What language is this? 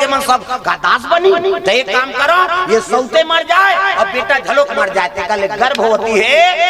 Chhattisgarhi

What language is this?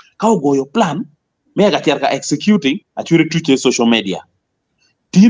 Acoli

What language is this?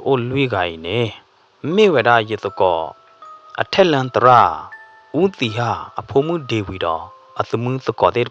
S'gaw Karen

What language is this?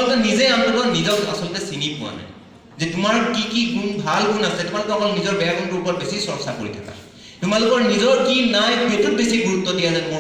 Assamese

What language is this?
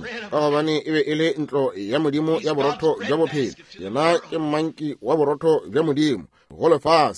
Northern Sotho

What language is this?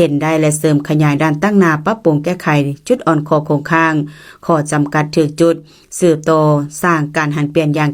Lao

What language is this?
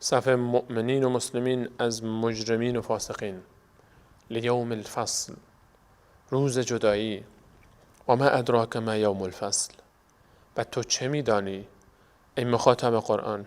Persian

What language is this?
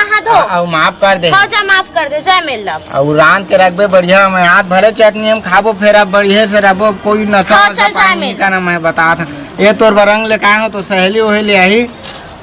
Chhattisgarhi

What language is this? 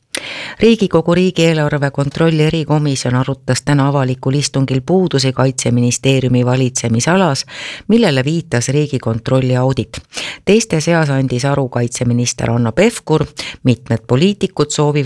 Estonian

